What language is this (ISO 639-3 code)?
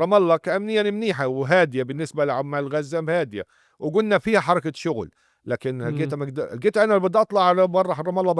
apc